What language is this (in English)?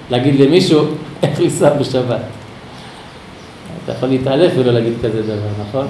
Hebrew